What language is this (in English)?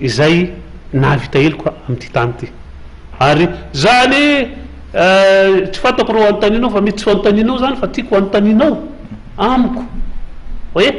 Malagasy